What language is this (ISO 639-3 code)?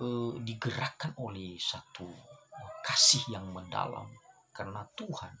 nia